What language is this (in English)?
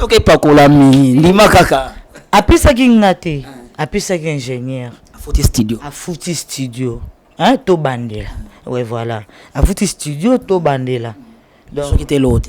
Lingala